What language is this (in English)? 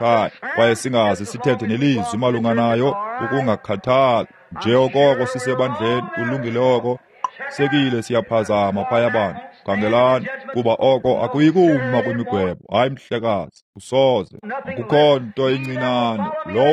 Xhosa